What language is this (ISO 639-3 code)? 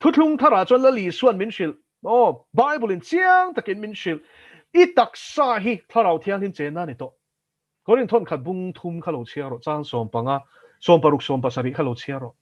lus